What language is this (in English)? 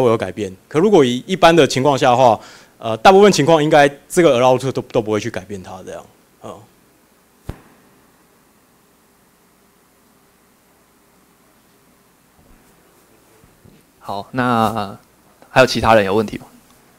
Chinese